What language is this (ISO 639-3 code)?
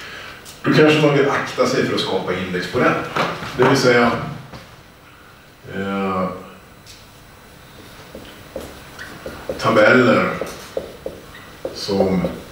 swe